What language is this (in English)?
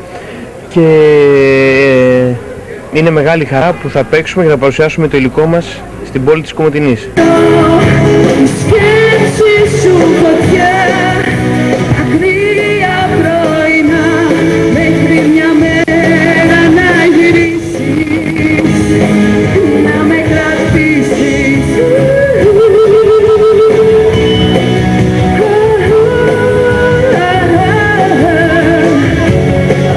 Greek